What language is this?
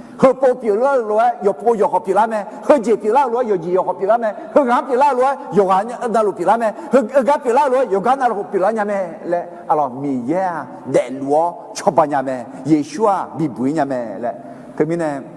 Akha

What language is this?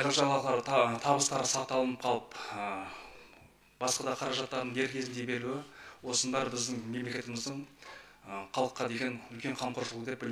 Kazakh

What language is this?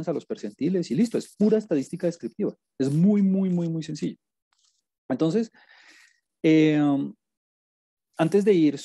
Spanish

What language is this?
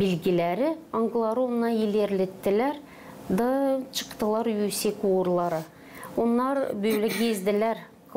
Gagauz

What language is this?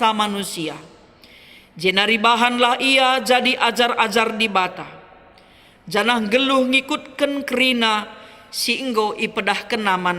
Batak Karo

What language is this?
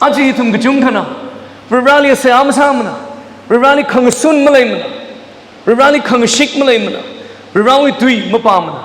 Tangkhul Naga (India)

